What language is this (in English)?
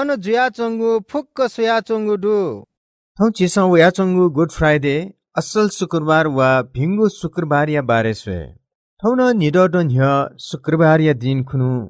Newari